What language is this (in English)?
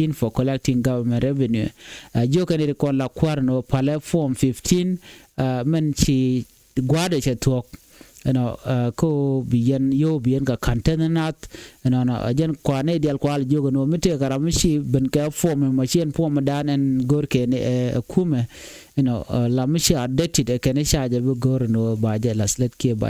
Nuer